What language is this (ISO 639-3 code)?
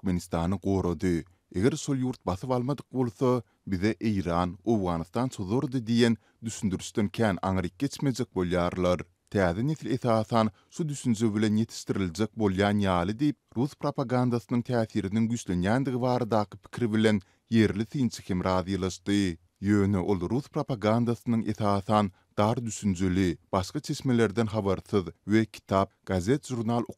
tuk